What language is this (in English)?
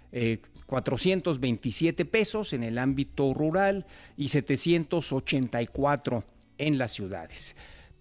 Spanish